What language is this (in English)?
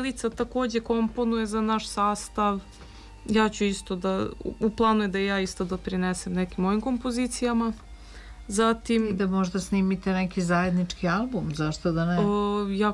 Serbian